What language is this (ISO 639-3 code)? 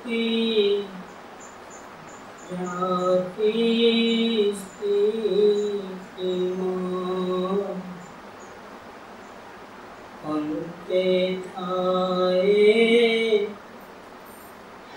guj